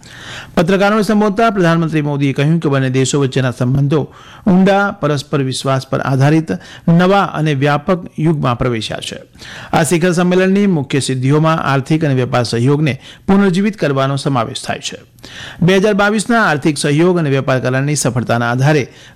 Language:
Gujarati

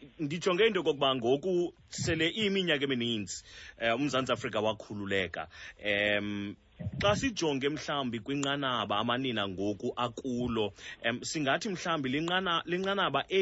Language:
Xhosa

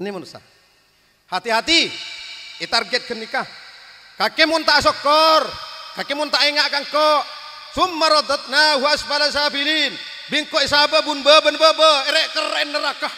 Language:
Madurese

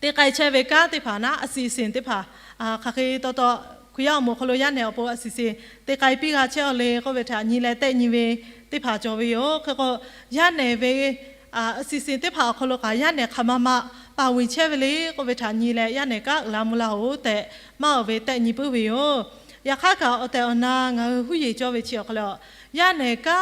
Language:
Lahu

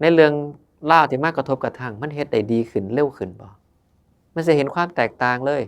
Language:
Northeastern Thai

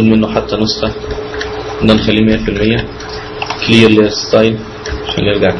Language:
Egyptian Arabic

